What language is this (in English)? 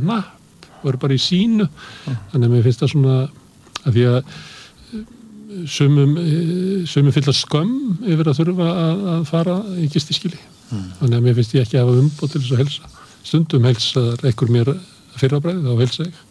Icelandic